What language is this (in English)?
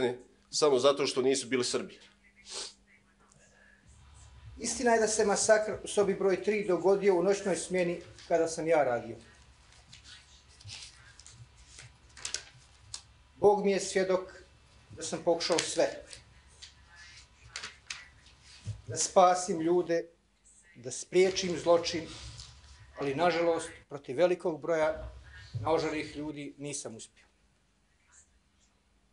Bosnian